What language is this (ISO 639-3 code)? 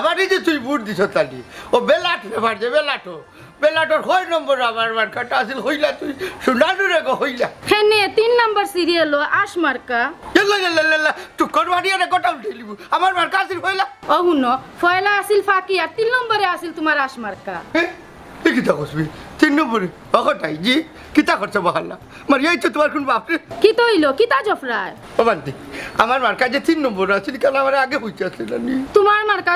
syl